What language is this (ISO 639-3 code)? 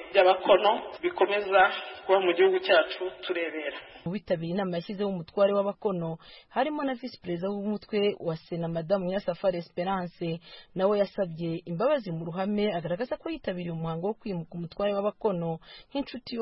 kin